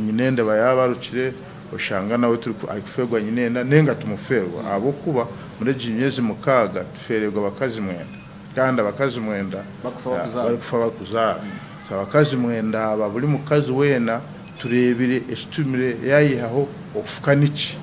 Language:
Nyankole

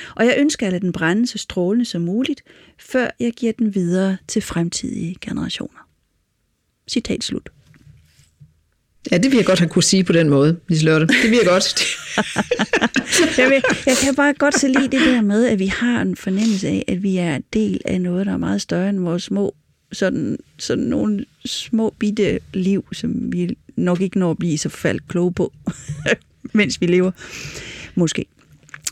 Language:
Danish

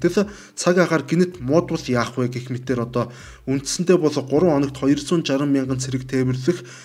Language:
Mongolian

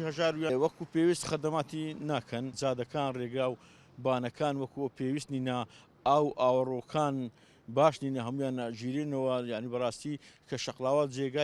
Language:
Central Kurdish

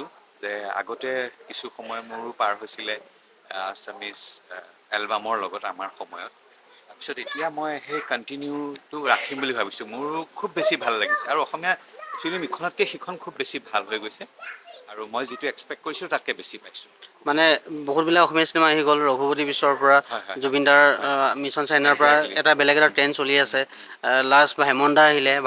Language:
Assamese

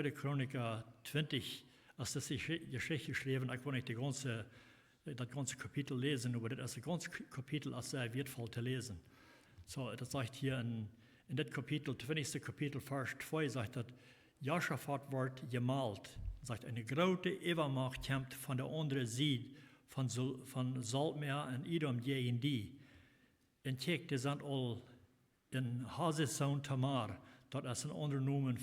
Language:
Plautdietsch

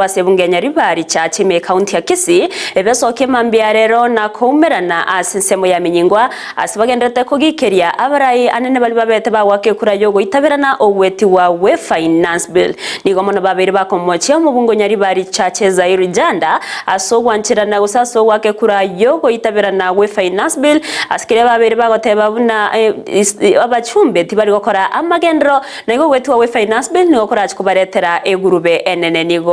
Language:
Gusii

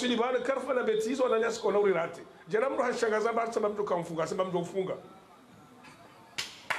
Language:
Swahili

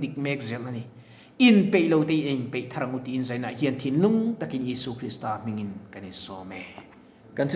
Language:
Mizo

